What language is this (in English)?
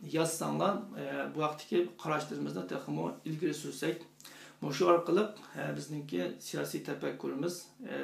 Uyghur